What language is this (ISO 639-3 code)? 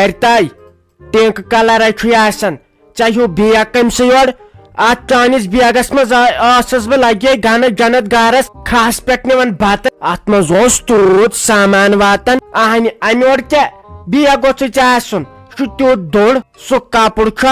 kas